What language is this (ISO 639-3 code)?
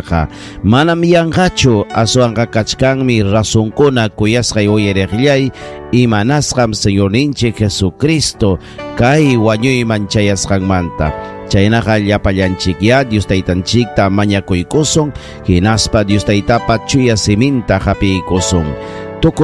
quy